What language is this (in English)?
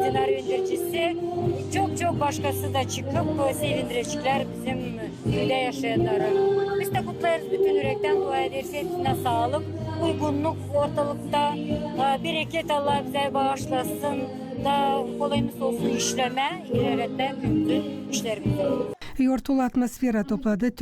Gagauz